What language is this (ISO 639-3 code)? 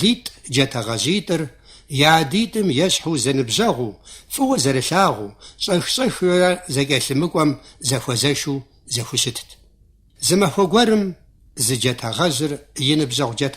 kbd